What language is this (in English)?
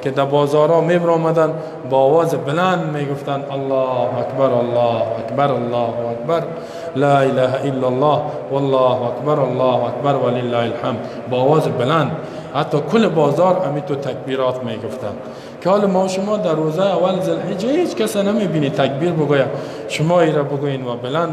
Persian